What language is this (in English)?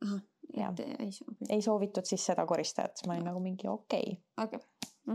Estonian